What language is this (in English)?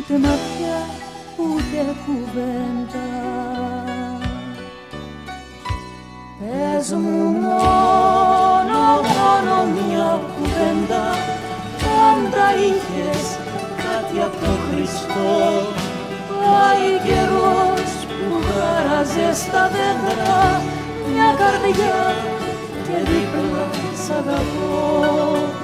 Greek